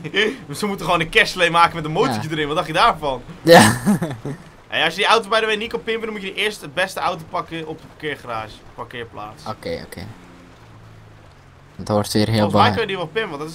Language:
Dutch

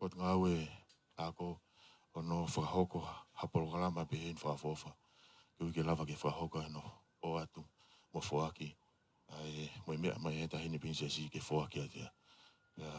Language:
Tongan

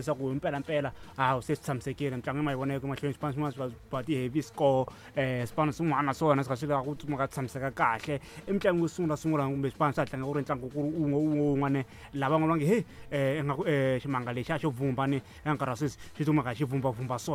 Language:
Tsonga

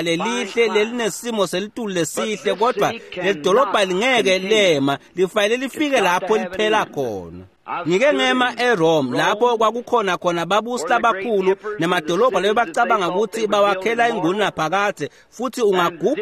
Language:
Swati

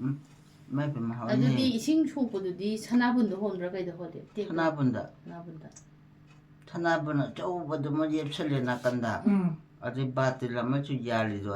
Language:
Manipuri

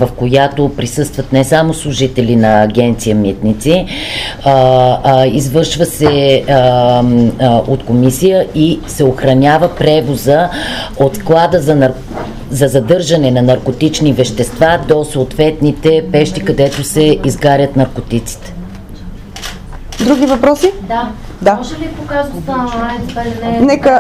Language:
Bulgarian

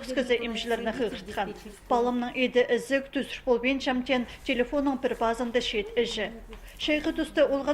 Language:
Khakas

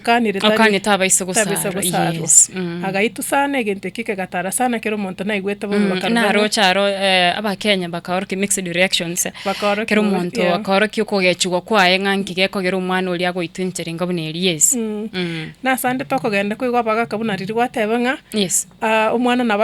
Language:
Gusii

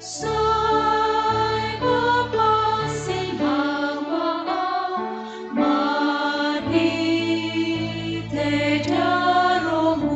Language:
Batak Simalungun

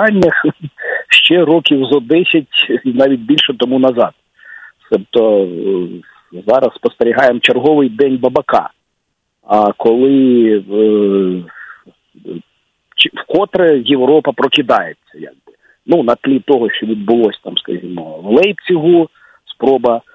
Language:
Ukrainian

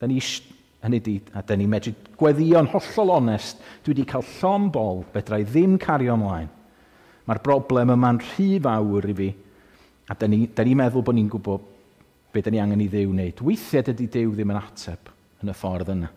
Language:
Welsh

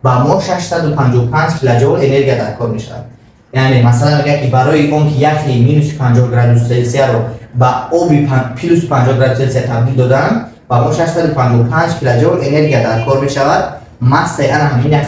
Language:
Tajik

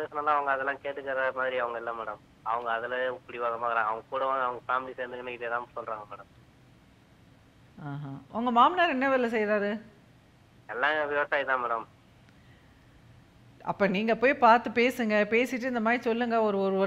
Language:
Tamil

